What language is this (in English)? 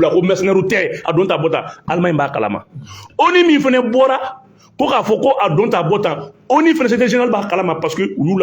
Bambara